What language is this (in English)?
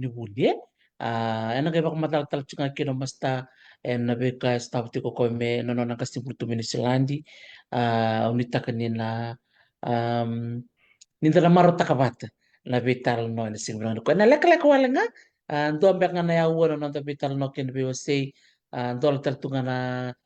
Fijian